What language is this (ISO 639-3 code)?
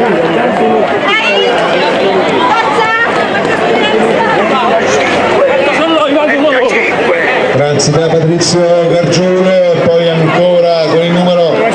ita